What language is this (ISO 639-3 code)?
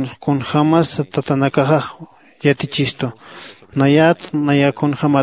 aym